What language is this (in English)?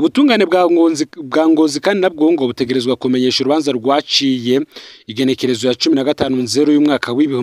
Rundi